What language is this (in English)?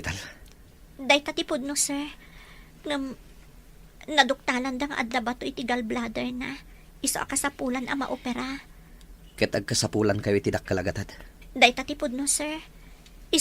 Iloko